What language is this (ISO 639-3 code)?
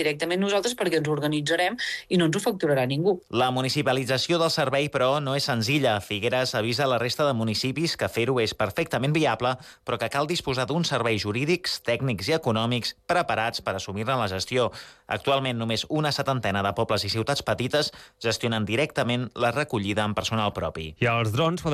cat